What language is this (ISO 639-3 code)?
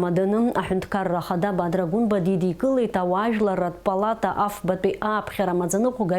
abk